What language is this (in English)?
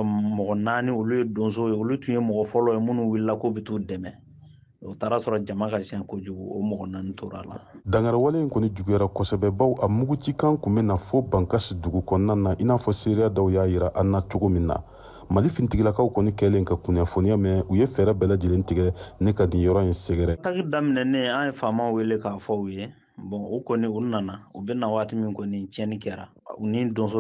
Bambara